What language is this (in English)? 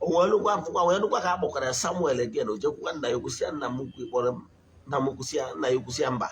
Igbo